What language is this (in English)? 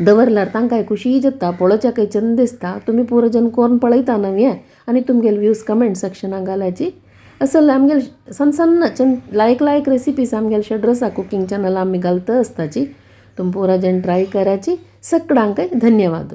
Konkani